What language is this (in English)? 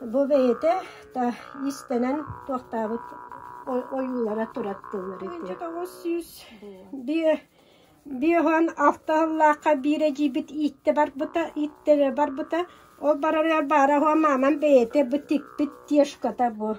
Yakut